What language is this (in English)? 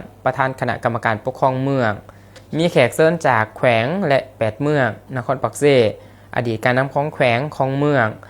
Lao